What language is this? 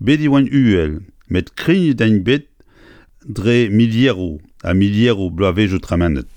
Breton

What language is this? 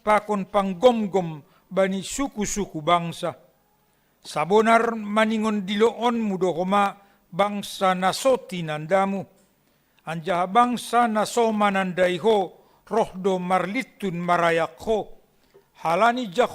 Batak Simalungun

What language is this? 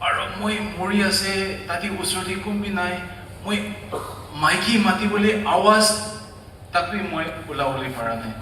Naga Pidgin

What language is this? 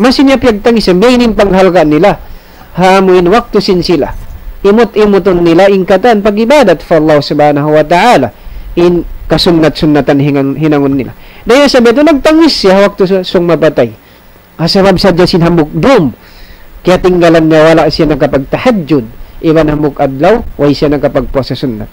Tausug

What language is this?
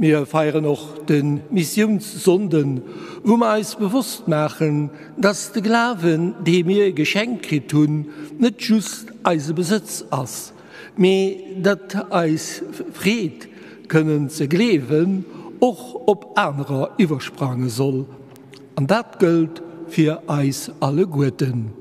Luxembourgish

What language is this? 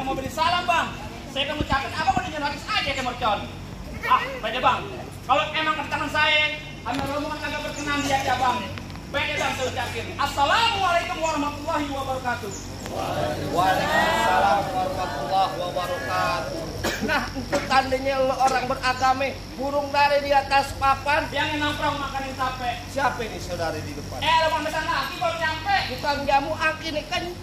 Betawi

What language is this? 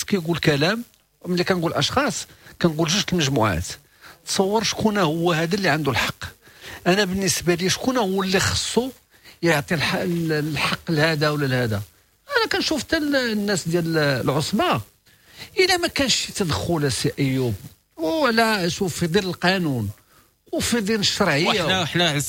Moroccan Arabic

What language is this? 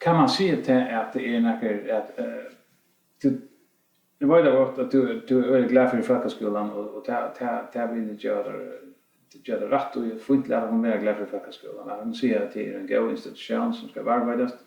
Faroese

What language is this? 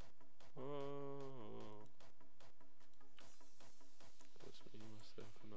Danish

